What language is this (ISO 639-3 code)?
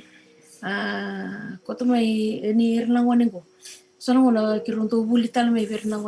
fij